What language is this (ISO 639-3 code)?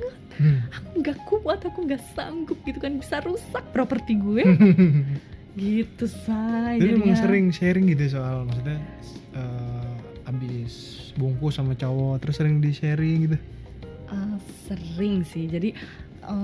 ind